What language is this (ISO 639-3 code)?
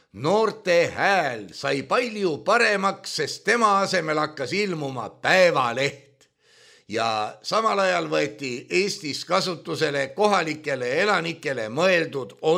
est